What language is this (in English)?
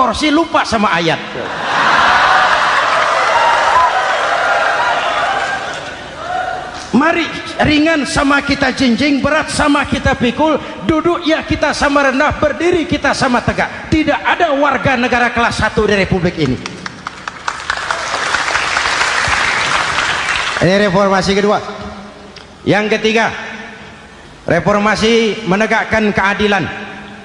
Indonesian